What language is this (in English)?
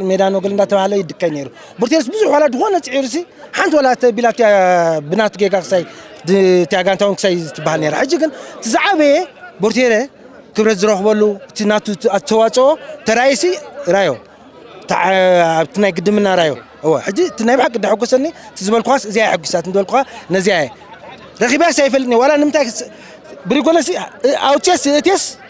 Tigrinya